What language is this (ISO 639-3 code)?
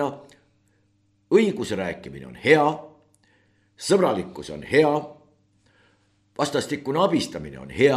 est